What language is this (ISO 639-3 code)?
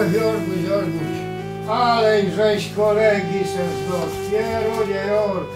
szl